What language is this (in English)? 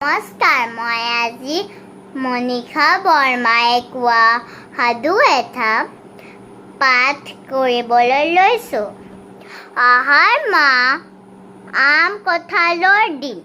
Assamese